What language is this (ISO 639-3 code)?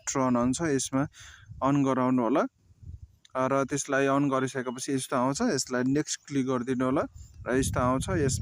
nep